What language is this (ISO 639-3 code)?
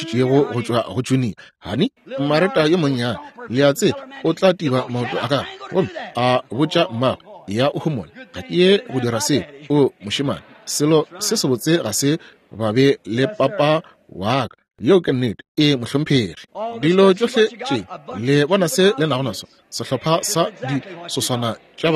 nso